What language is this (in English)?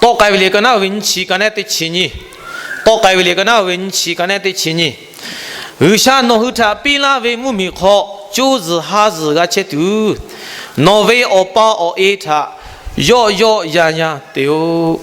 Lahu